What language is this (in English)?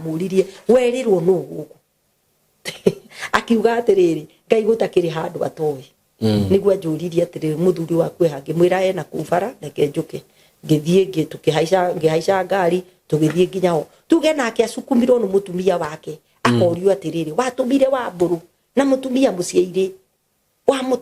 Kikuyu